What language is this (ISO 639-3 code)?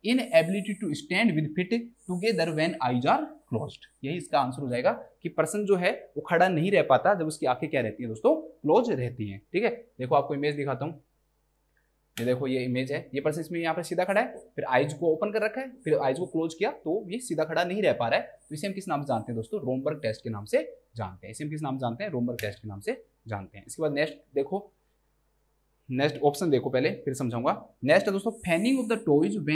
hin